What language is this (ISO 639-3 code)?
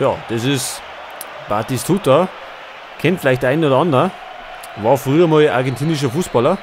bar